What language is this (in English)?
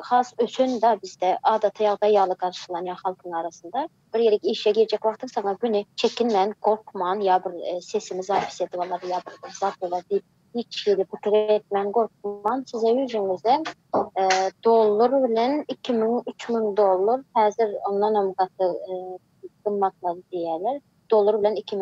Turkmen